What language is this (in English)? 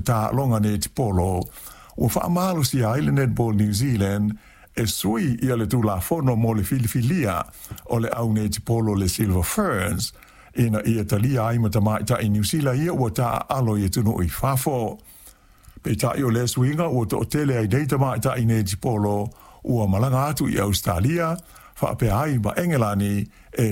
Samoan